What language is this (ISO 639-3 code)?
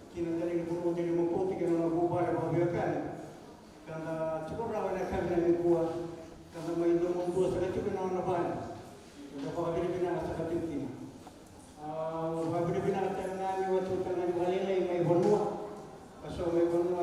fij